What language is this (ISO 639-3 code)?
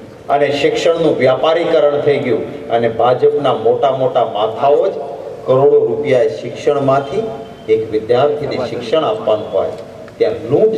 guj